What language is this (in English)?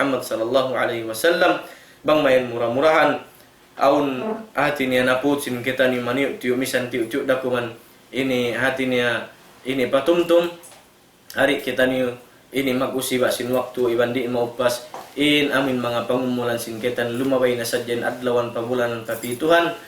Tausug